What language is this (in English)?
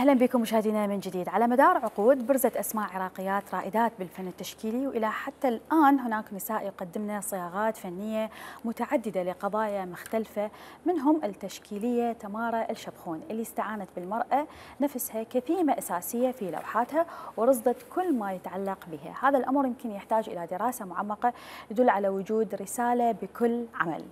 Mesopotamian Arabic